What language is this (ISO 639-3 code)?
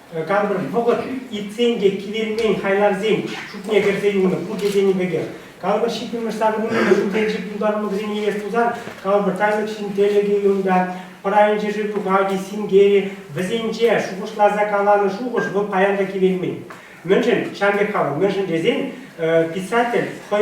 chv